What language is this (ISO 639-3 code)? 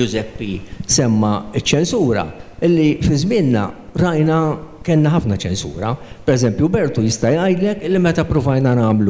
mlt